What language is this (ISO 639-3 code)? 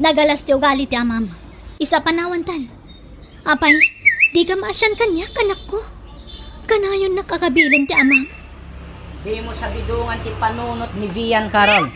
ilo